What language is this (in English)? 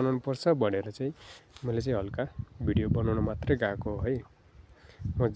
Nepali